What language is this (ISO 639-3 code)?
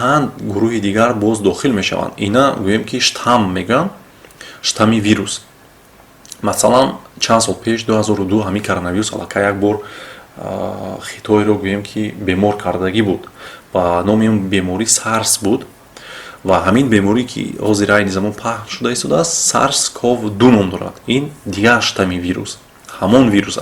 tgk